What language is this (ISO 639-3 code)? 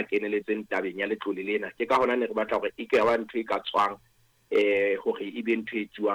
sot